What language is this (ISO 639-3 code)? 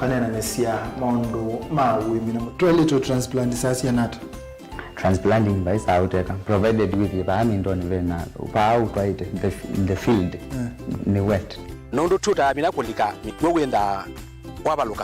kam